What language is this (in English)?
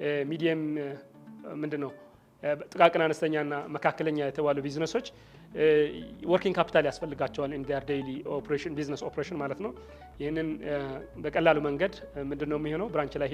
Amharic